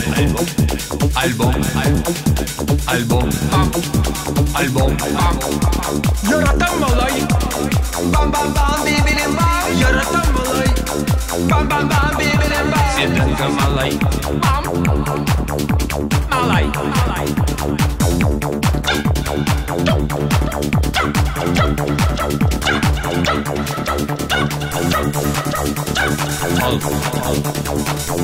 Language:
Tatar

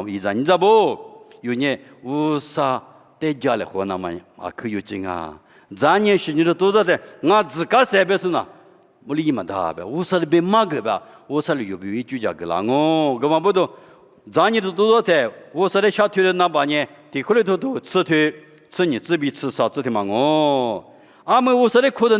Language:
Lisu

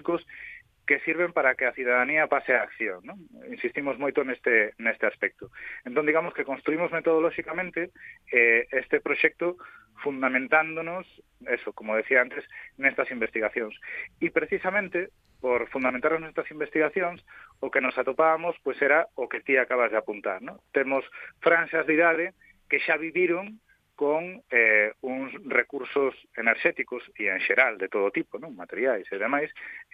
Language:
Galician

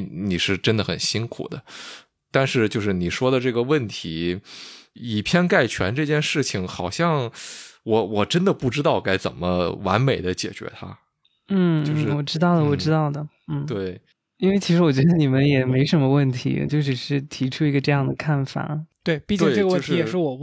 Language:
Chinese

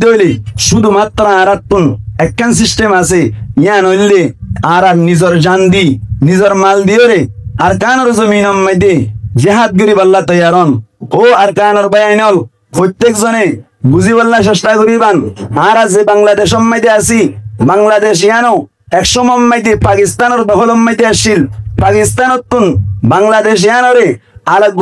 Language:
Rohingya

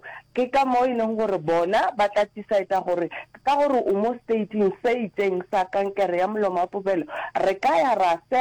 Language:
Northern Sotho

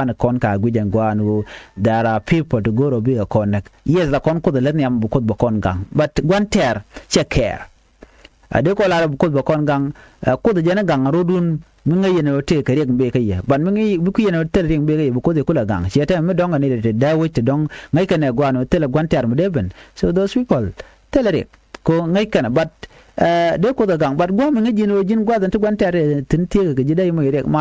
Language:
Nuer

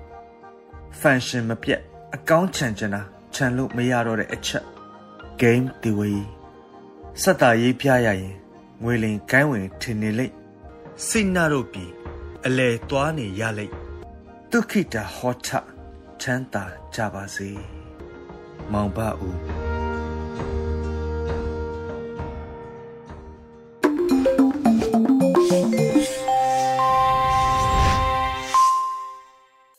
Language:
Burmese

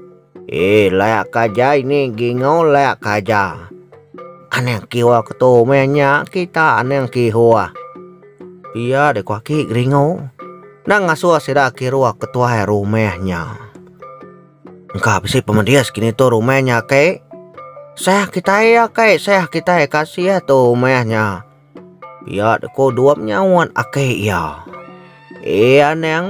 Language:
Iban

